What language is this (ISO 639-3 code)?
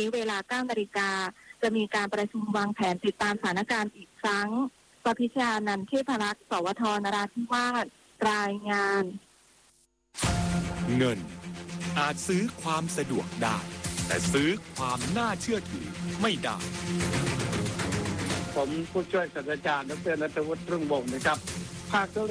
tha